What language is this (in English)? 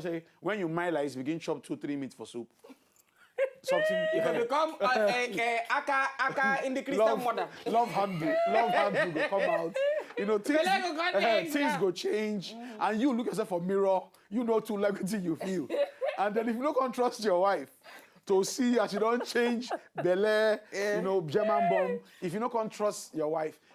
Nigerian Pidgin